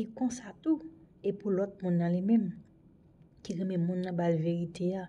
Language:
Haitian Creole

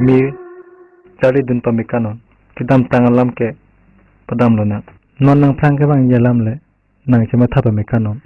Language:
Karbi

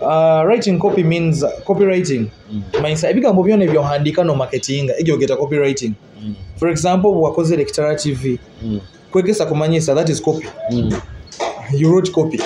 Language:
Nyoro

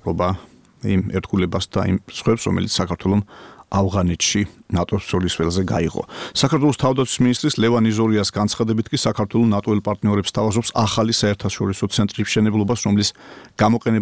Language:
Georgian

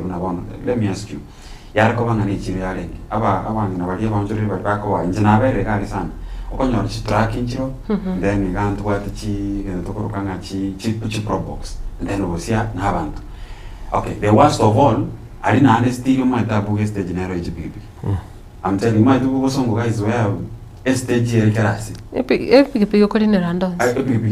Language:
Gusii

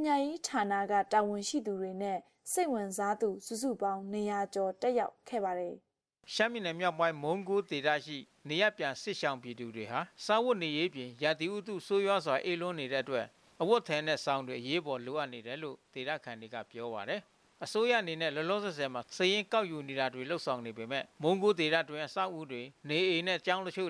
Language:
Burmese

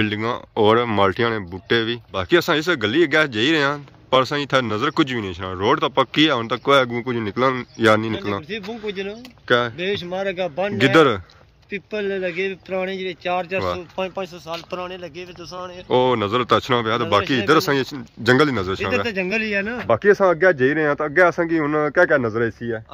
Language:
Pahari-Potwari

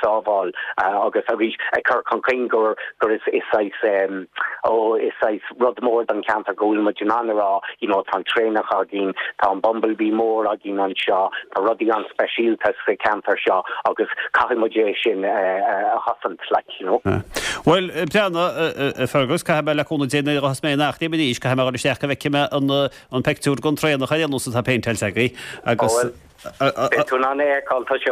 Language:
Irish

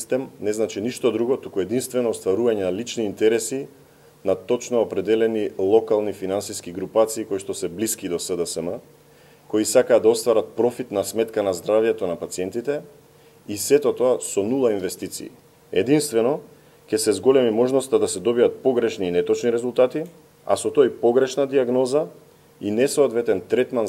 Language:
Macedonian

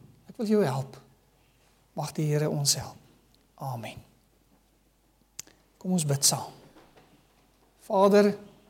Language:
Afrikaans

